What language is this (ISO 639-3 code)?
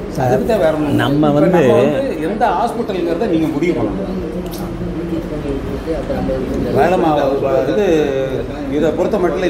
tam